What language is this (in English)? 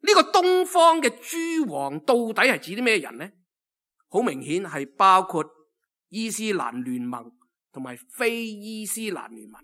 Cantonese